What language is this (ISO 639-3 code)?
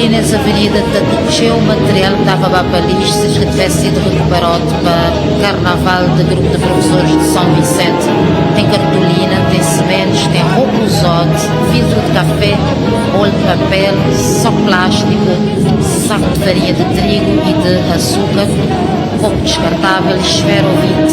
kea